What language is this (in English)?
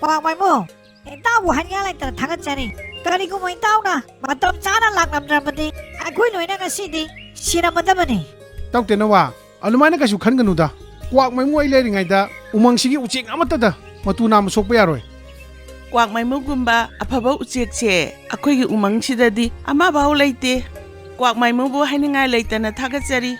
Manipuri